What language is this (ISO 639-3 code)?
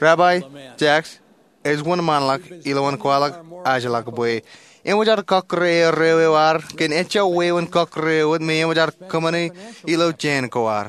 mah